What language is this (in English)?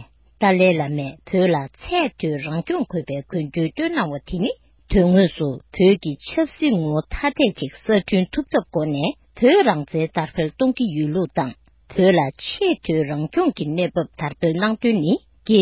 Tibetan